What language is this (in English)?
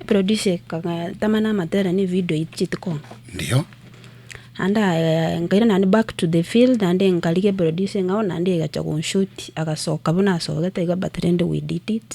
Gusii